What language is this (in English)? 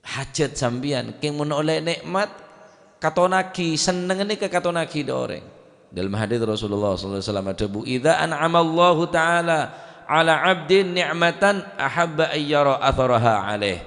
Madurese